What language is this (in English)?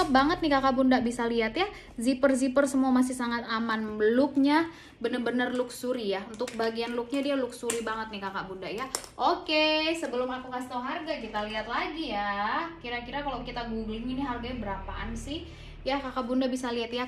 Indonesian